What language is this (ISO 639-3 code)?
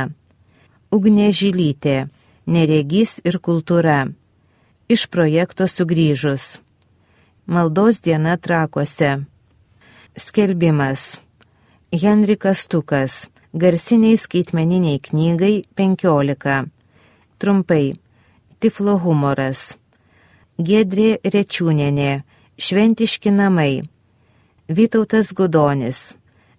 lit